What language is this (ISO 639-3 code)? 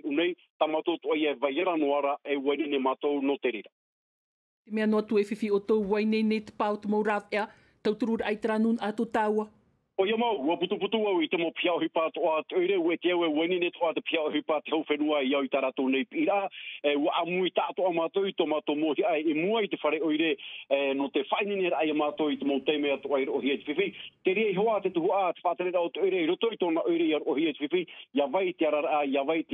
tah